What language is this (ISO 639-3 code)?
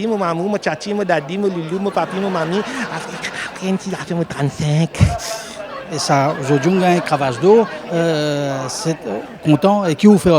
mfe